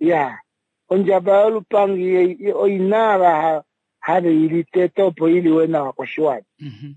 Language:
Kuanyama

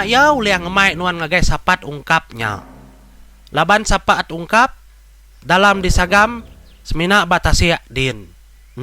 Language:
Iban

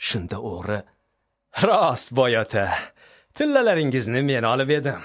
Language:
Uzbek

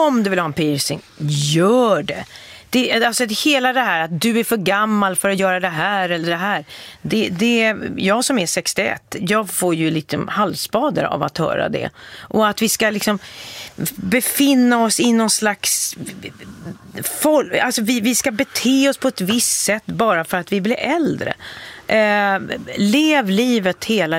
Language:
Swedish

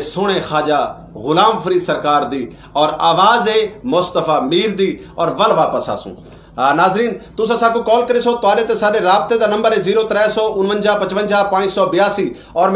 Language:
Saraiki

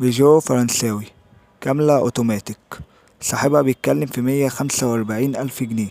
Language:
Egyptian Arabic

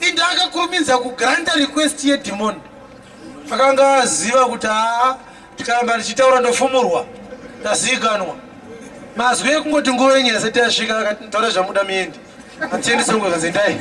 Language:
Shona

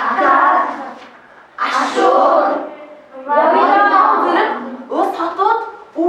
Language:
Mongolian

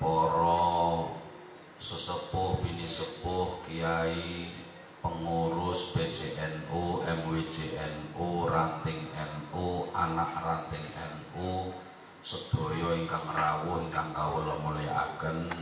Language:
Javanese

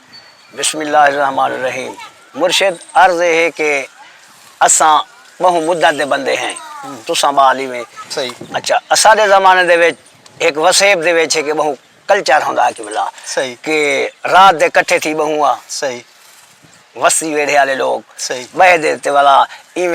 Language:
Saraiki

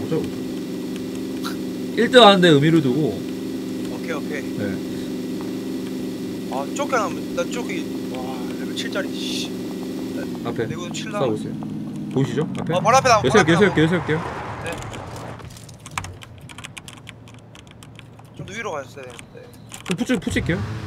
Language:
Korean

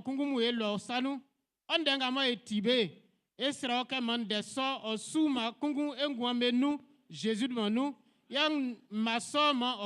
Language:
Baoulé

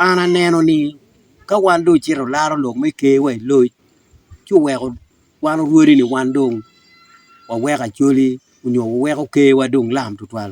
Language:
Acoli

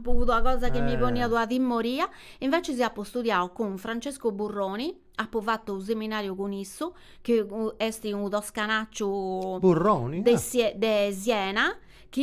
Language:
Sardinian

